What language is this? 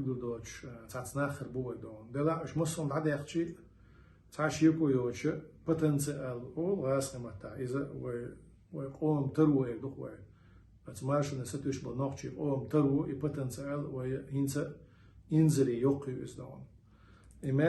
Chechen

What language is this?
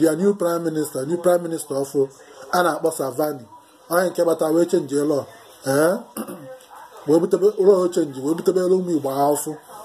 Igbo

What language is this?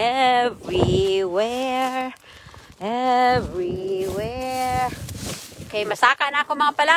Hiligaynon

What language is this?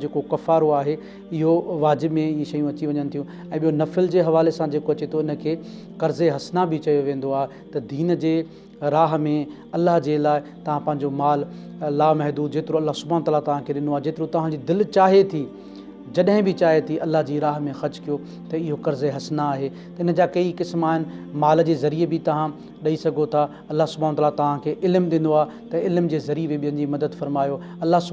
Sindhi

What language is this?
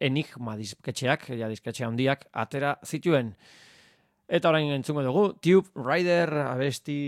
Basque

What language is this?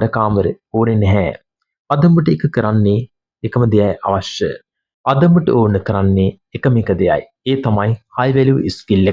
Sinhala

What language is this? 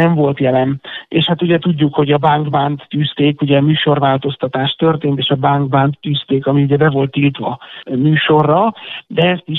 Hungarian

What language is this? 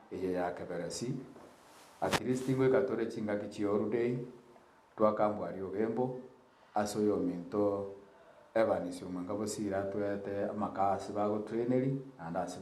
Gusii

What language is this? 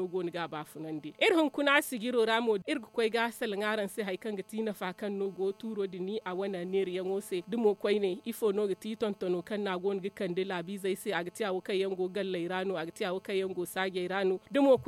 Zarma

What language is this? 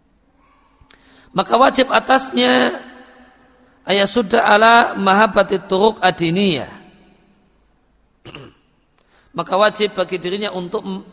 Indonesian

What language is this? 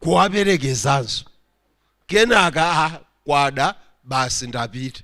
Nyanja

